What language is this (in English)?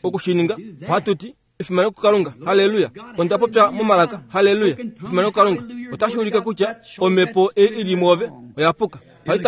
Kuanyama